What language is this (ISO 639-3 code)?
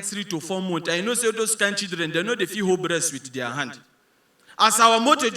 pcm